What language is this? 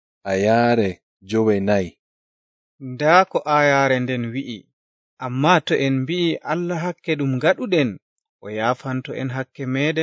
Nigerian Fulfulde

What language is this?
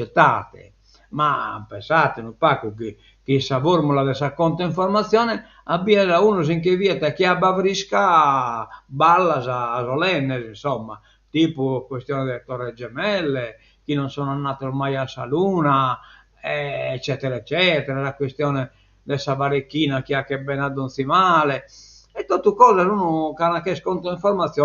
Sardinian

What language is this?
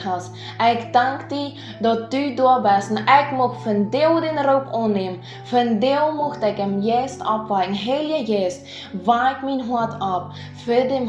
Plautdietsch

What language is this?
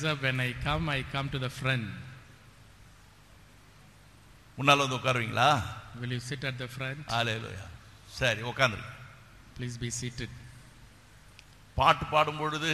Tamil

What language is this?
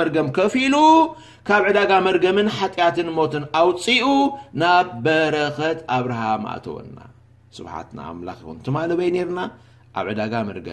Tigrinya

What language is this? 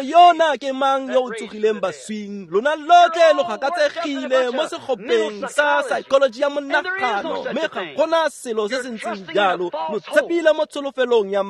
Tswana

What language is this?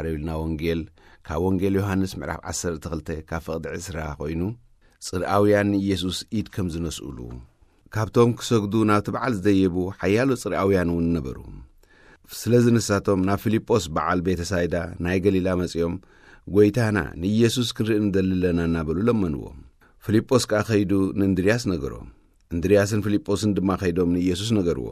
Tigrinya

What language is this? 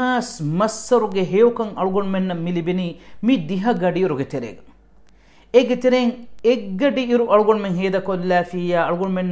Divehi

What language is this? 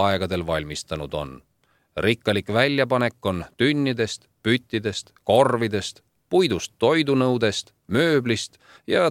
Estonian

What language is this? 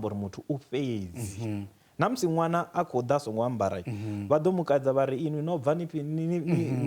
Venda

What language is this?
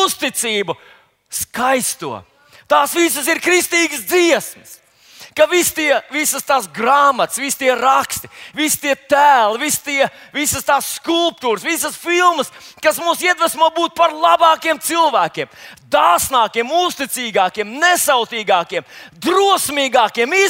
Latvian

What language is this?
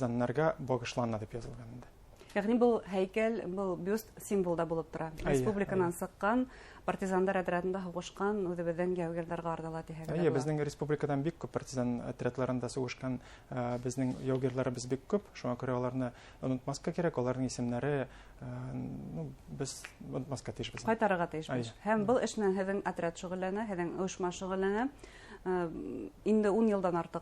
Bashkir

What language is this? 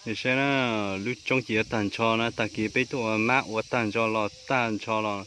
Hmong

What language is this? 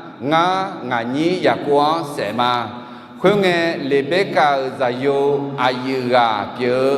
Akha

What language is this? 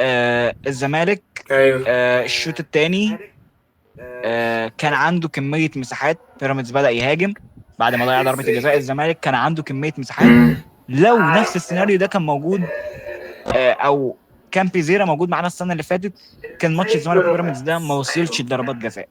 Egyptian Arabic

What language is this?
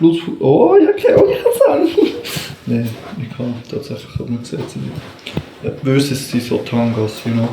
Swiss German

